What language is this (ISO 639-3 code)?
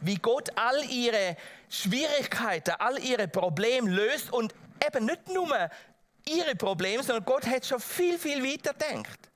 gsw